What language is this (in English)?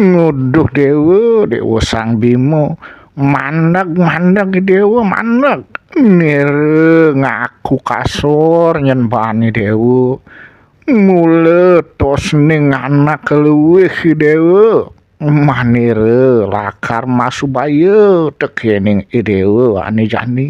Balinese